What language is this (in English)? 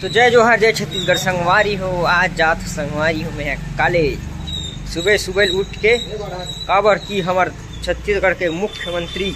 Chhattisgarhi